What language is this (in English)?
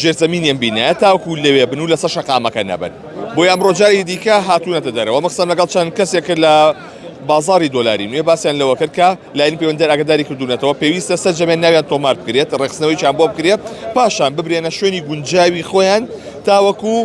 Central Kurdish